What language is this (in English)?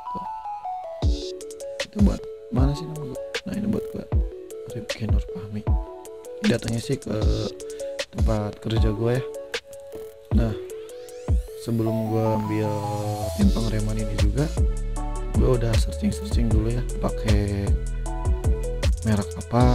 Indonesian